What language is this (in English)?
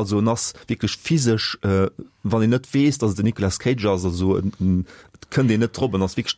Luxembourgish